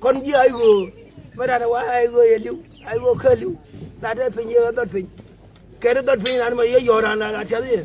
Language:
Nuer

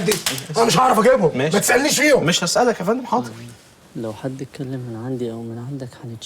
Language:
Egyptian Arabic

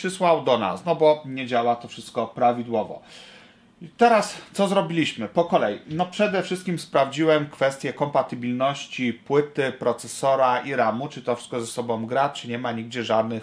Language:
Polish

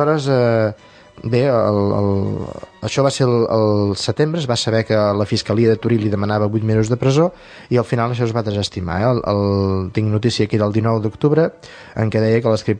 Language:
Catalan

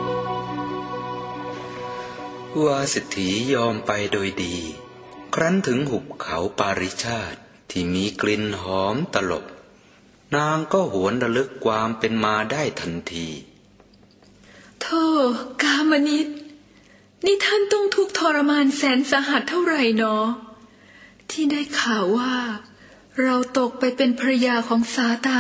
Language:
Thai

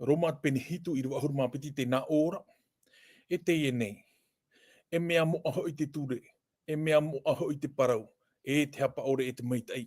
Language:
Tahitian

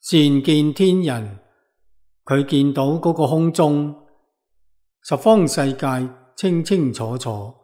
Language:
Cantonese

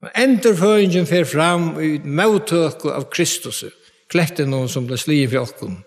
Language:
Faroese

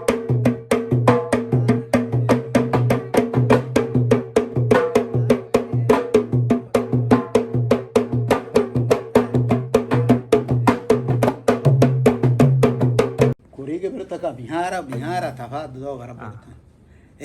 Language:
Divehi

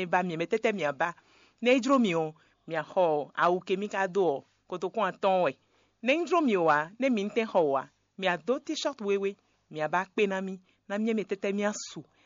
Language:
Fon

